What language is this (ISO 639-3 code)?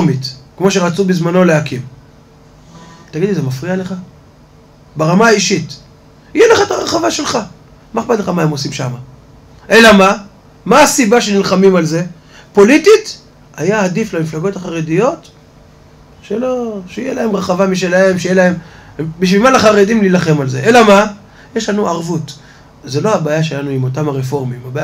heb